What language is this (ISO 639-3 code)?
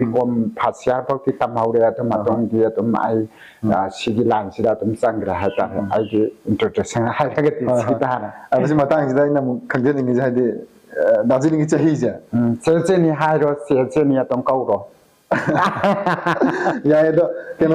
mni